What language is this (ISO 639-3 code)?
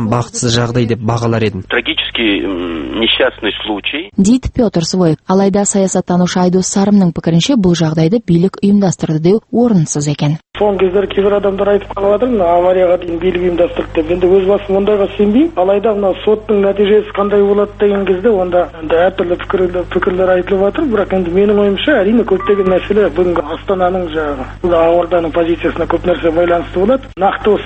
kaz